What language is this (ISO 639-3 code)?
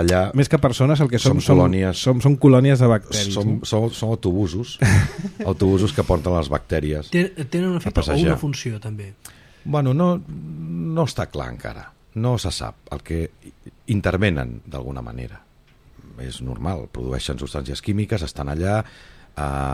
cat